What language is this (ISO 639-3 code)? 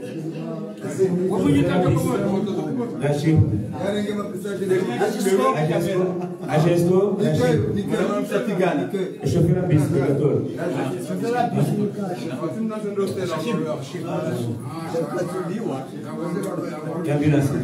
swa